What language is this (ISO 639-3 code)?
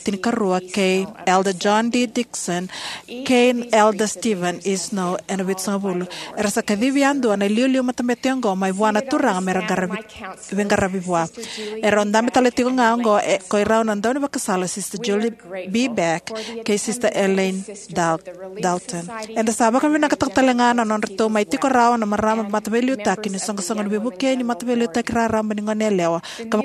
fij